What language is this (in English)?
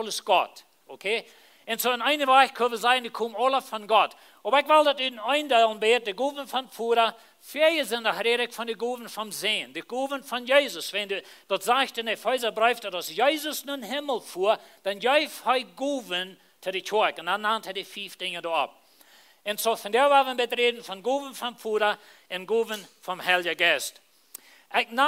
Plautdietsch